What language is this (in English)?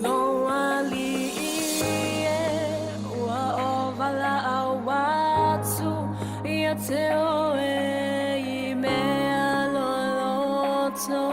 Samoan